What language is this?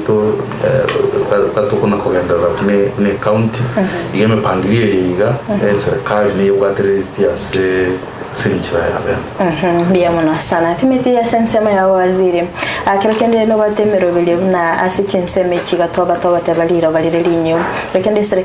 Gusii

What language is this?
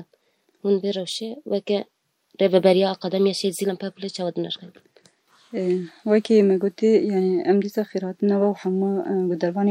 Kurdish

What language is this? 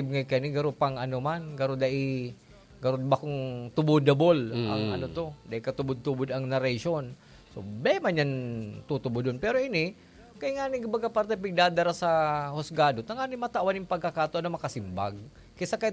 Bikol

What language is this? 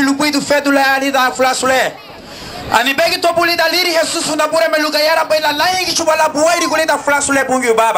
Garifuna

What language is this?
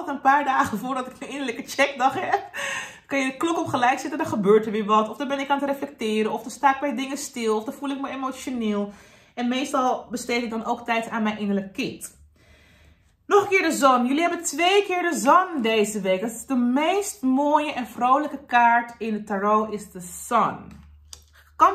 Dutch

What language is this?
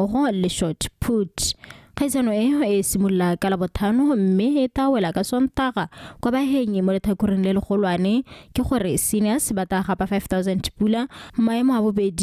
Tswana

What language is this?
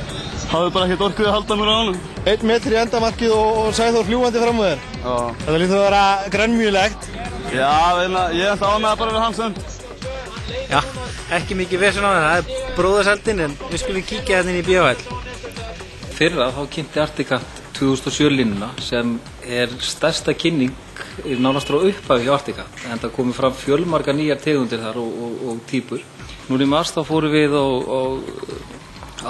Icelandic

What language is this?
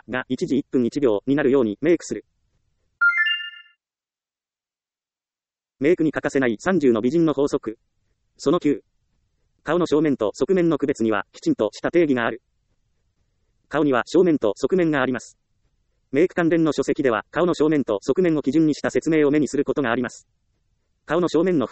Japanese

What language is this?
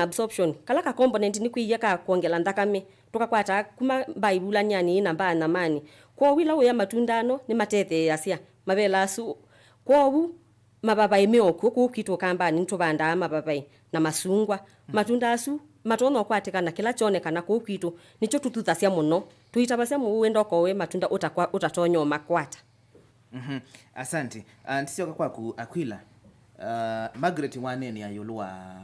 Kamba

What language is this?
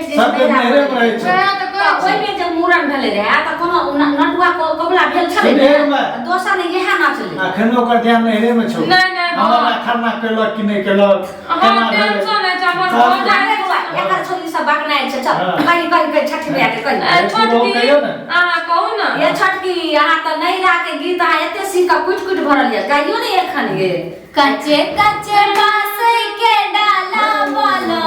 Maithili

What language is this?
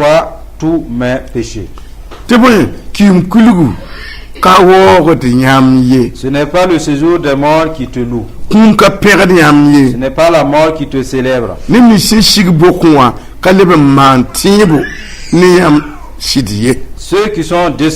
Mossi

